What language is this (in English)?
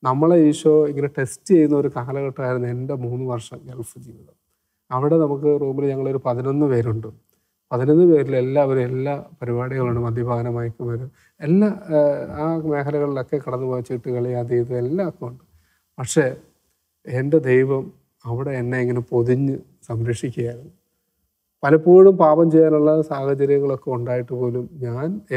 Malayalam